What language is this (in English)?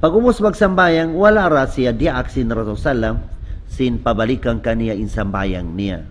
Tausug